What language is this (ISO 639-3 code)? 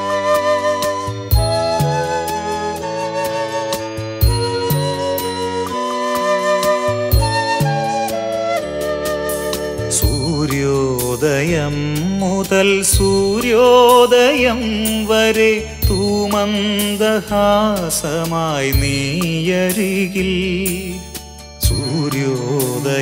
mal